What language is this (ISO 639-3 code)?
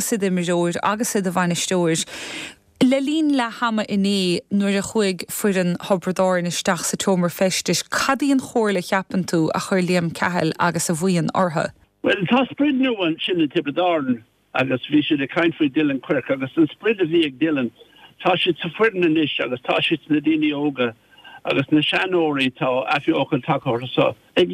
gle